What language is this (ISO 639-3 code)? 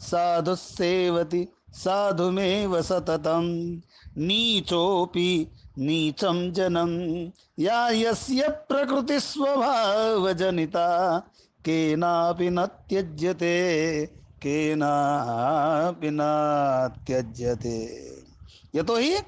san